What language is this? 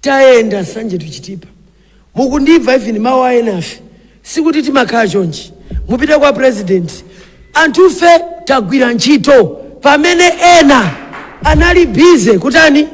Nyanja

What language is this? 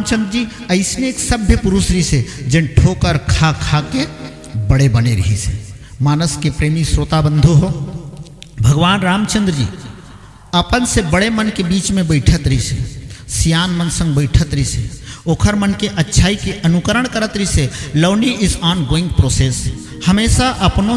Chhattisgarhi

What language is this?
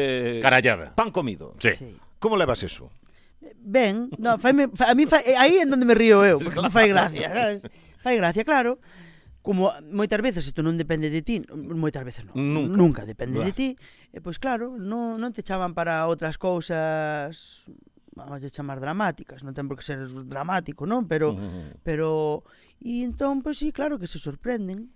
Galician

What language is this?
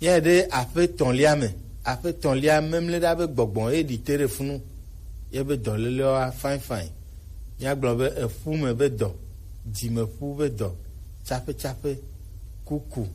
Gen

